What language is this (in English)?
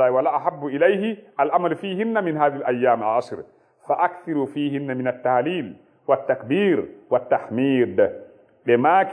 Fula